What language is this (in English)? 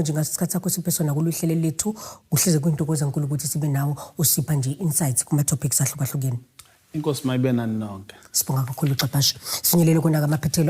Zulu